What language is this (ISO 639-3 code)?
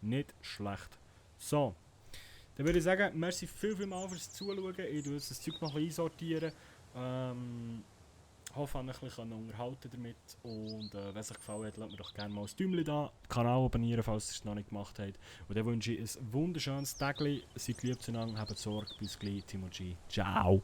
gsw